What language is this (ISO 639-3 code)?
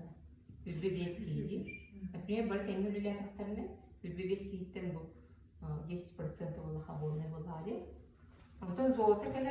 sah